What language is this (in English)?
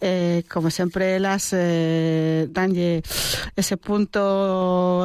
Galician